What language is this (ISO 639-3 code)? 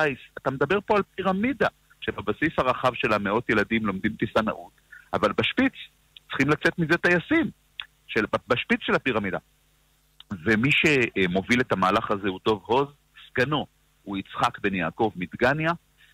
heb